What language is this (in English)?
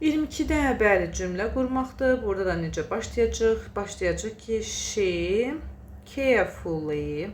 Azerbaijani